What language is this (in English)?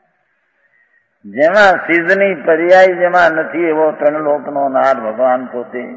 Gujarati